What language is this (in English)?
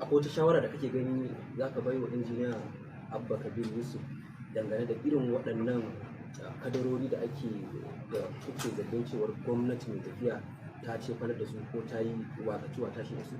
Hausa